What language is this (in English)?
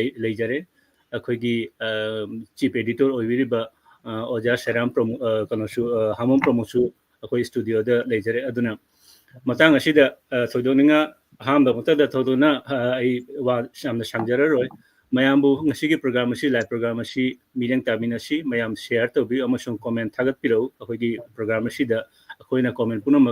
Manipuri